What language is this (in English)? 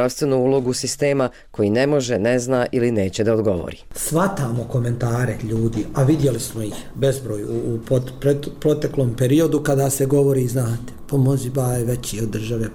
Bosnian